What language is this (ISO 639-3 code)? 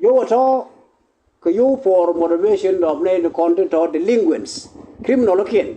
nus